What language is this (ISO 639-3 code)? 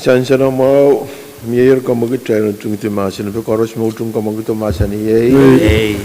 pon